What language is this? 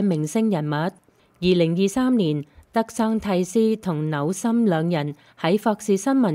Cantonese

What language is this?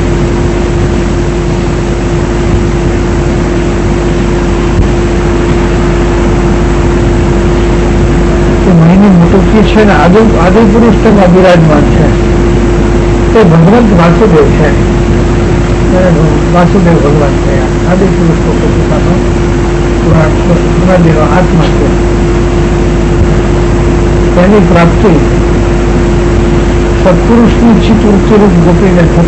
Gujarati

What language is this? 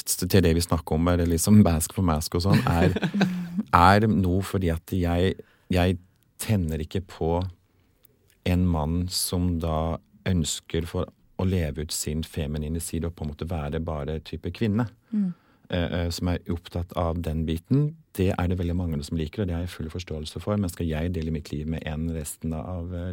Norwegian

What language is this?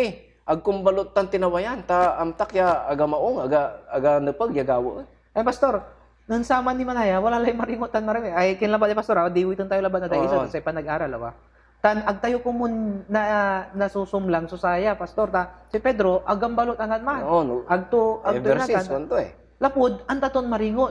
Pangasinan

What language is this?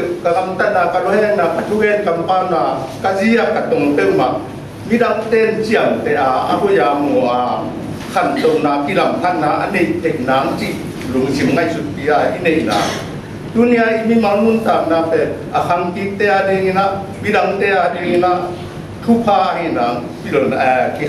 Tedim Chin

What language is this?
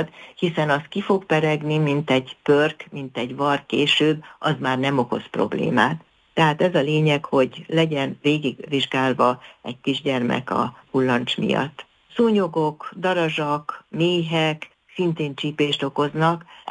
Hungarian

